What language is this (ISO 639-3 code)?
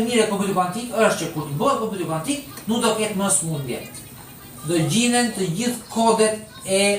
sqi